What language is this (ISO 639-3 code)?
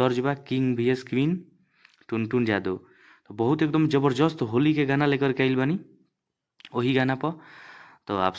bho